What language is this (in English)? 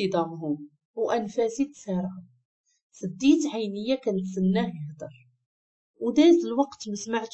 Moroccan Arabic